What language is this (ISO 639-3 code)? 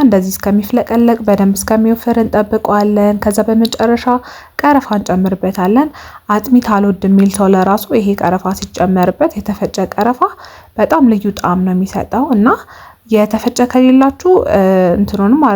amh